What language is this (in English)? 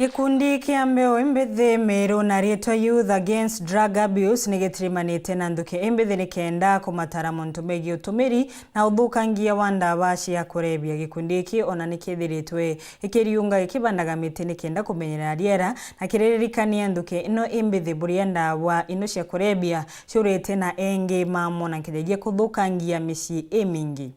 Meru